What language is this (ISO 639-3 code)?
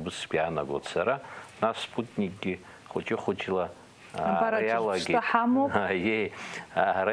abk